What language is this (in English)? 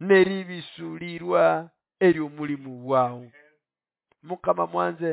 Nande